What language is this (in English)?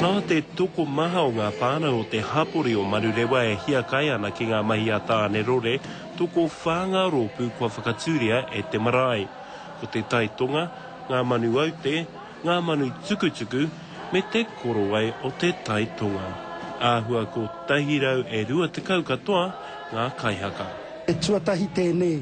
Māori